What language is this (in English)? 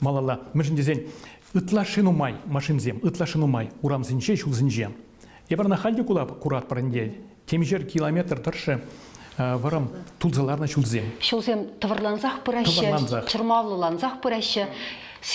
Chuvash